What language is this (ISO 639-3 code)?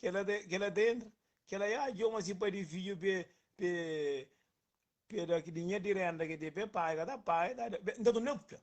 kea